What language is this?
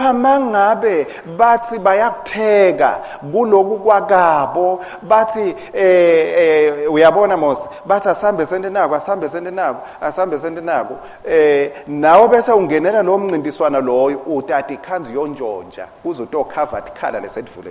Swati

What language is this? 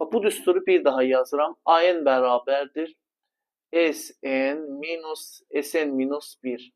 Azerbaijani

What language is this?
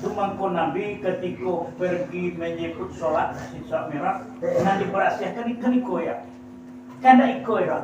Minangkabau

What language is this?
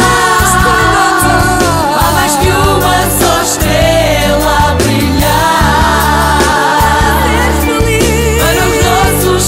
Portuguese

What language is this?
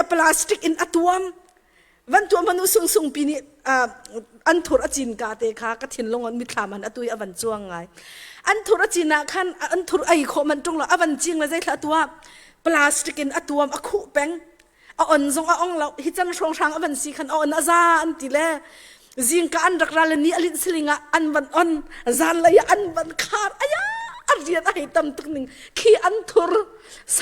Hakha Chin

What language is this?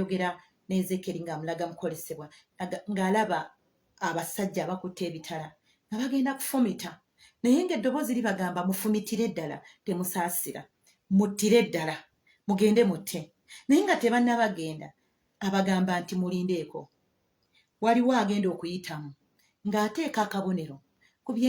Ganda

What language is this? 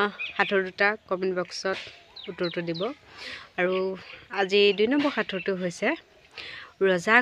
Assamese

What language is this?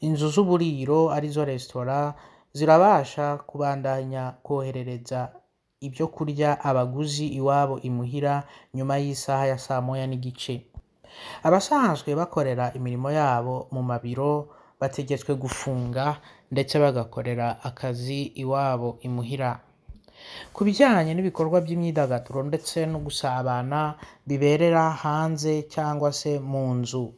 Rundi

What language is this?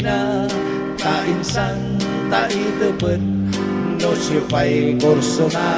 Pangasinan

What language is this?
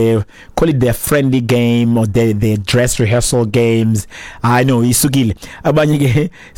Xhosa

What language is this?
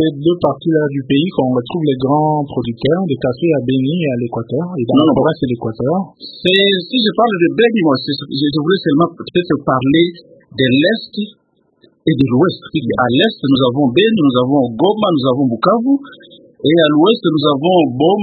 French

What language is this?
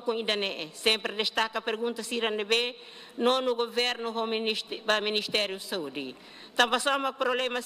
Tetum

